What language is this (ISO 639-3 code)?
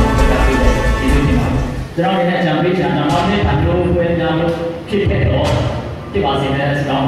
mya